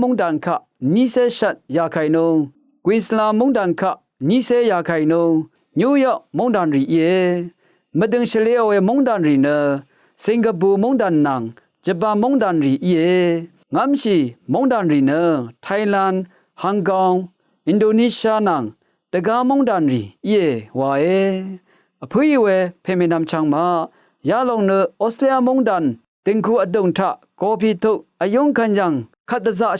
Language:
Rawang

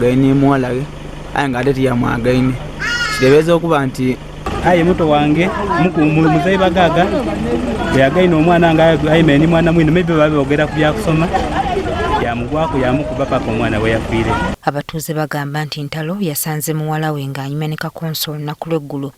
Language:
Ganda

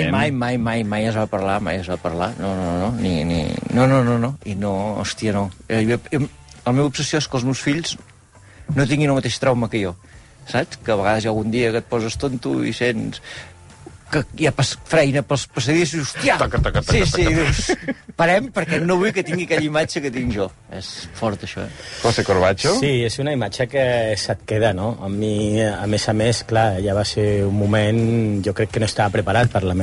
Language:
Catalan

